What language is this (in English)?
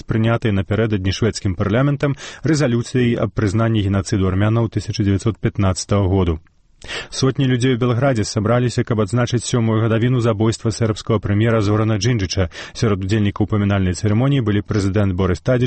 Belarusian